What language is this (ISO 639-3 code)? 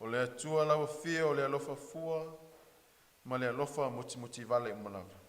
smo